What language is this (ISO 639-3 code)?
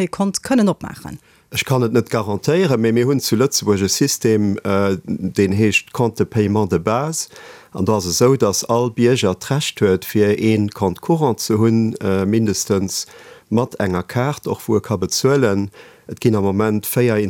ltz